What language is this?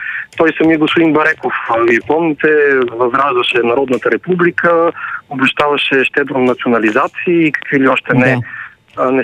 Bulgarian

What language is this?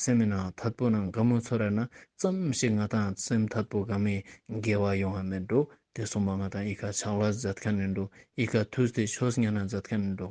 Ladakhi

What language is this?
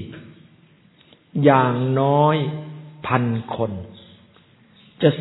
Thai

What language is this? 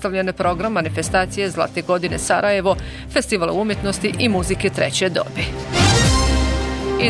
Bosnian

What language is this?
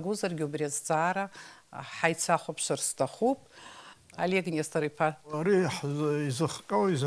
Abkhazian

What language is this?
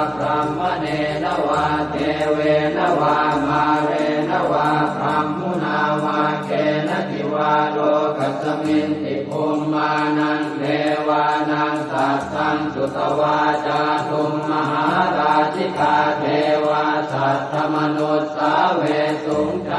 Pali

